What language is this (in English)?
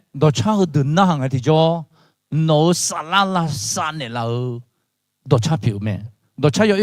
Akha